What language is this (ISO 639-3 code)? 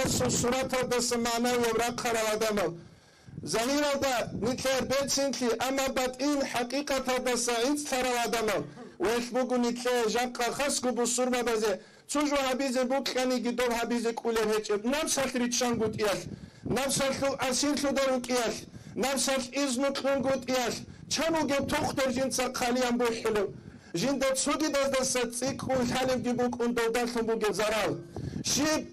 ava